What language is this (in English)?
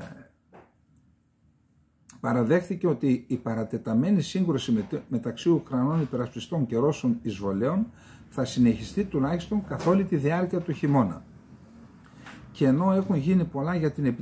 Greek